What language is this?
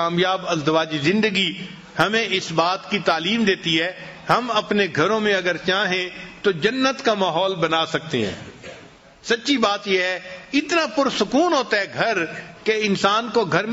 Urdu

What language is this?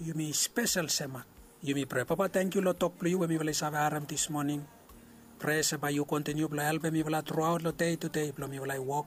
Bislama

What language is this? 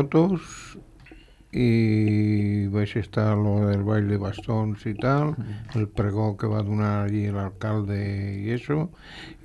Catalan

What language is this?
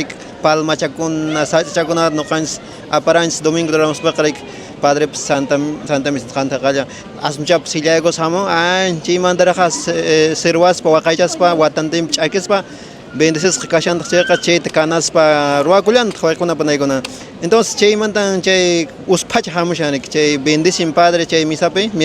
Quechua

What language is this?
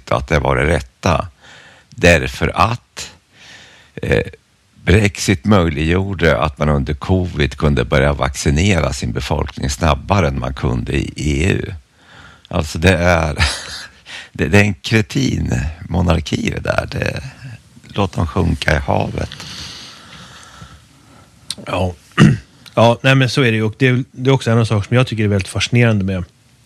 Swedish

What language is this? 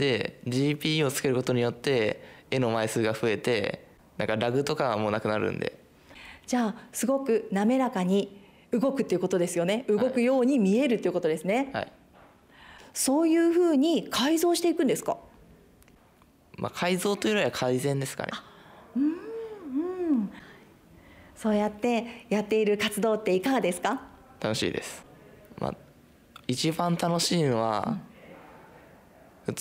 Japanese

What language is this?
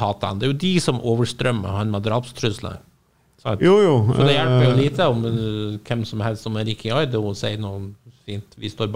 Norwegian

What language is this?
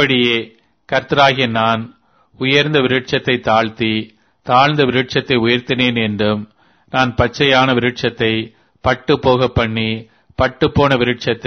Tamil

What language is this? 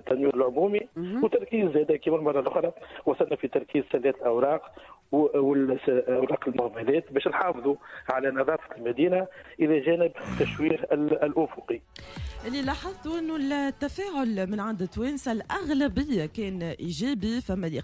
Tunisian Arabic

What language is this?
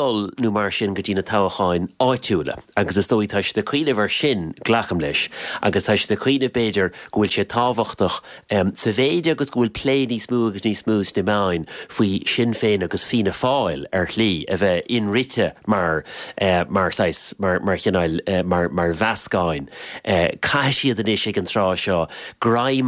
Irish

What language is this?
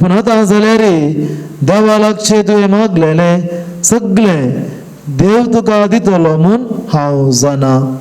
Konkani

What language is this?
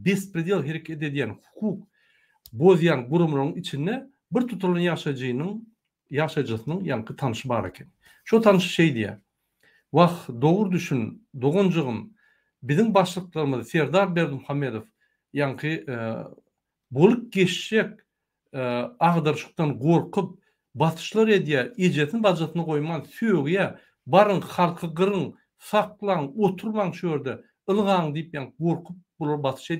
Turkmen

